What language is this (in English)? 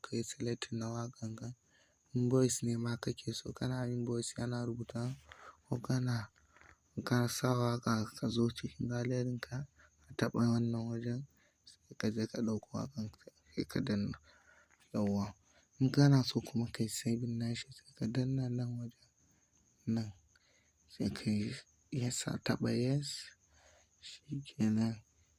Hausa